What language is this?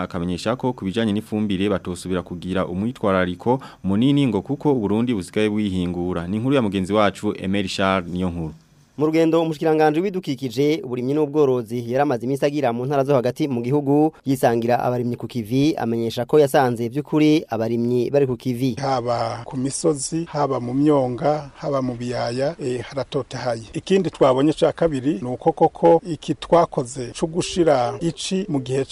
Rundi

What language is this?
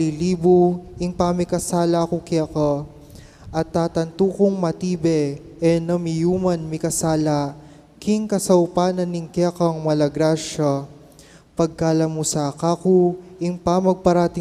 Pampanga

